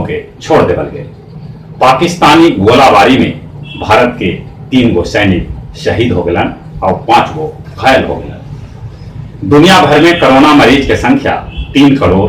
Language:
Magahi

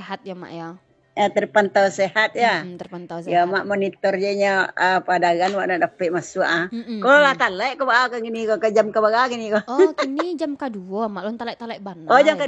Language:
Minangkabau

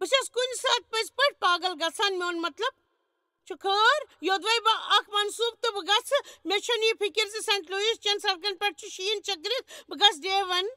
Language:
Kashmiri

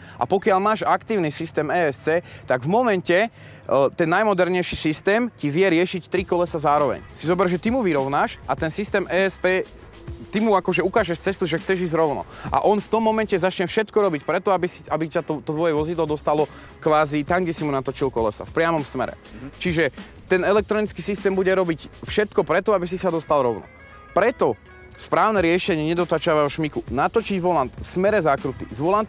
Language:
Slovak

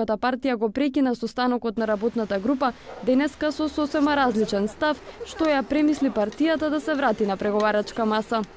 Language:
Macedonian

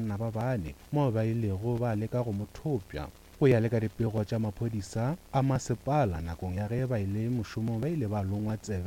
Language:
Northern Sotho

